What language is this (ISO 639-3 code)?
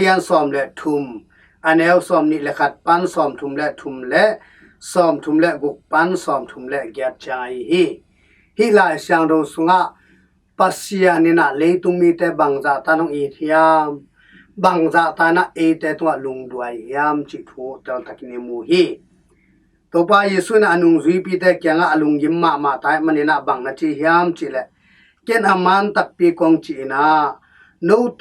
ctd